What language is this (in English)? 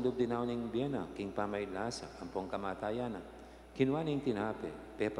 Pampanga